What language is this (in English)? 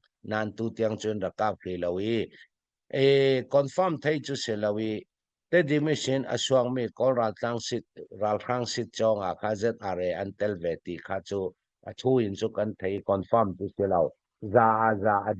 Falam Chin